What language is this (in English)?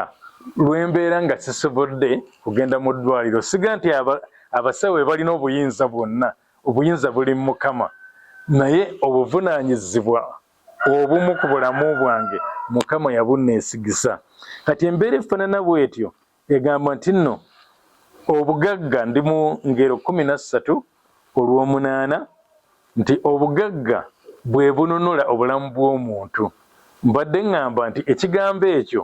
Ganda